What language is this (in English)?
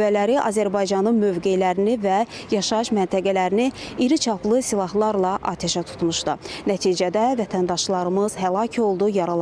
Azerbaijani